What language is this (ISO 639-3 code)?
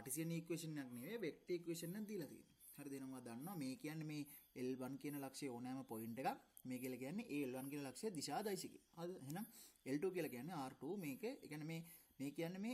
sin